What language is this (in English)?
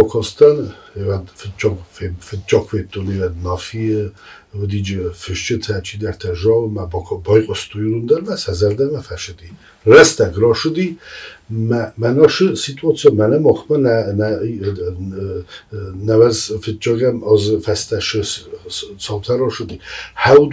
Ossetic